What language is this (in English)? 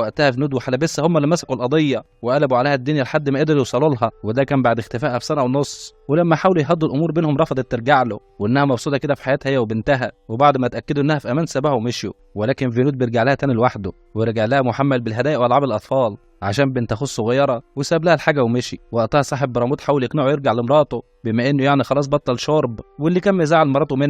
Egyptian Arabic